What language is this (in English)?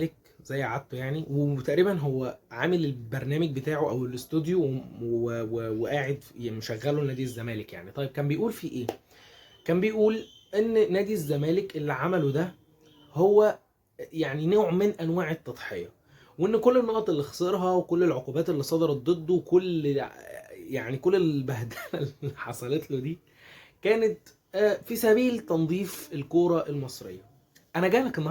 Egyptian Arabic